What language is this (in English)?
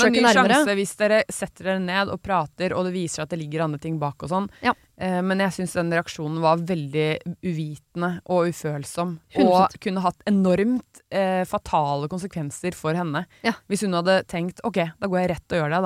Norwegian